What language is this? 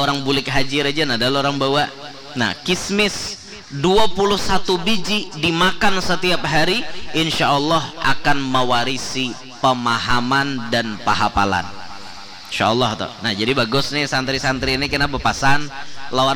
Banjar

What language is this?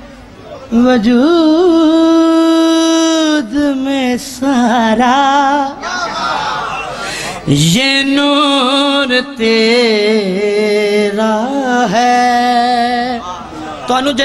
Urdu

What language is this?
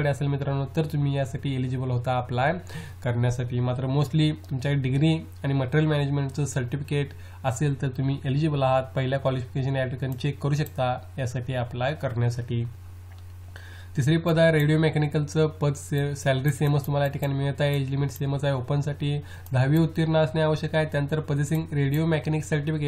Marathi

